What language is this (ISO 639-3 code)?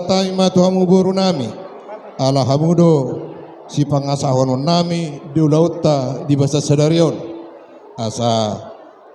bbc